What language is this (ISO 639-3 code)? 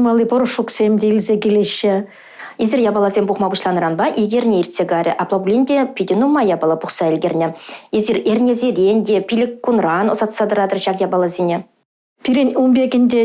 chv